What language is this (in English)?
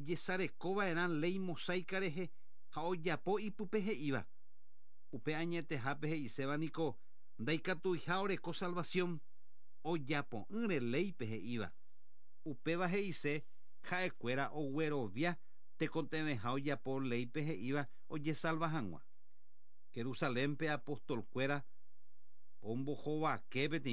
Guarani